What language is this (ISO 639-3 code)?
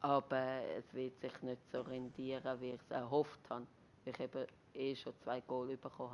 gsw